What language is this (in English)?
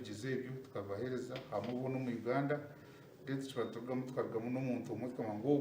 Nyankole